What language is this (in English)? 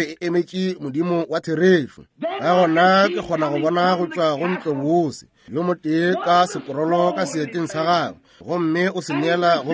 Northern Sotho